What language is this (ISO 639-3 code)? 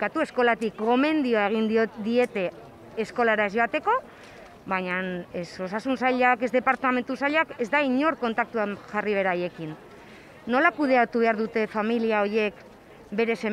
eus